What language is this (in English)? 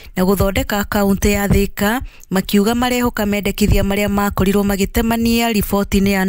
Kikuyu